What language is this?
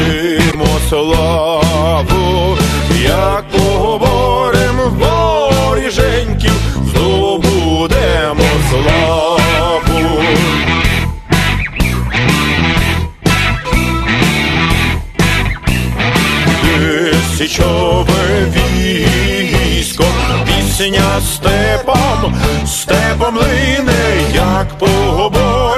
Ukrainian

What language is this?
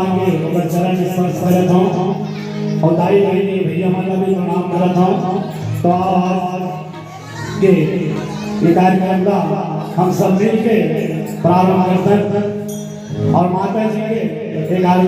Chhattisgarhi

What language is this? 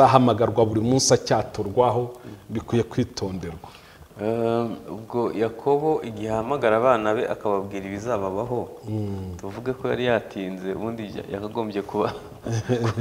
Kinyarwanda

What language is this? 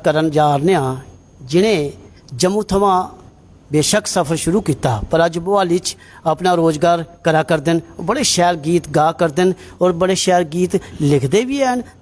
Dogri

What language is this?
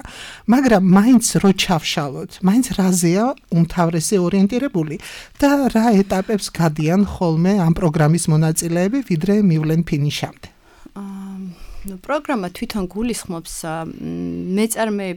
Georgian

